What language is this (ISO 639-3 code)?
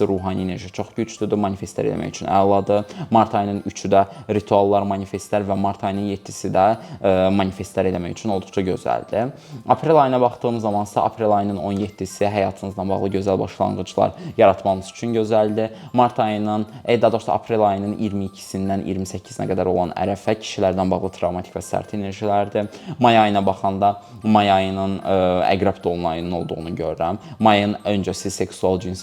aze